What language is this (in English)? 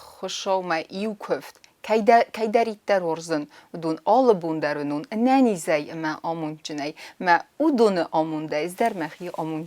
Ossetic